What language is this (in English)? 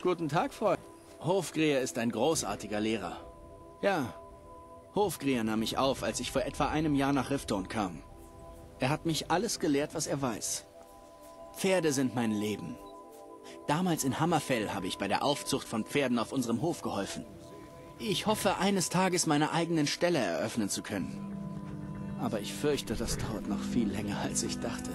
Bavarian